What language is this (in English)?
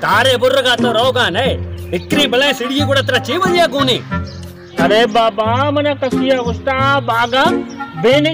Baluchi